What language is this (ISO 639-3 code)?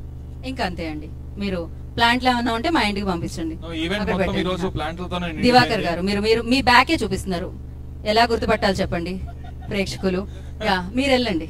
tel